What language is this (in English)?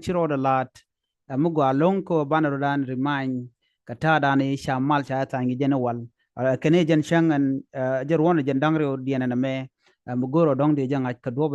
Nuer